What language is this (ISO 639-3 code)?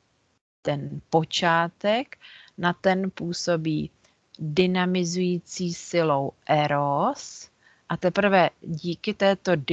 ces